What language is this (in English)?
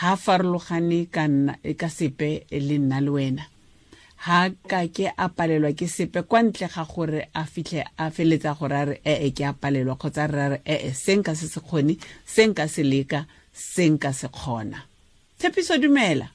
Tswana